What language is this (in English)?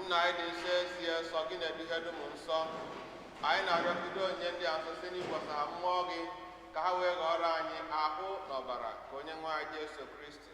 Igbo